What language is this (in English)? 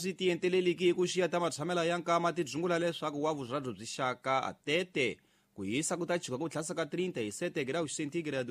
Tsonga